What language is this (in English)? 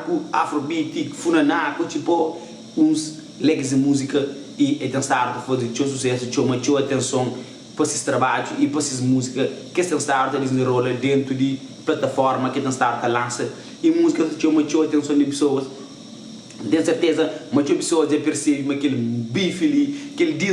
Kabuverdianu